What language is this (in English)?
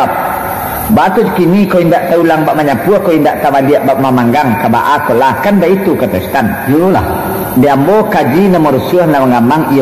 Minangkabau